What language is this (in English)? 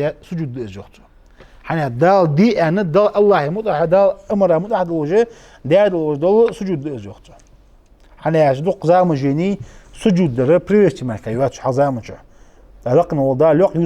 Ingush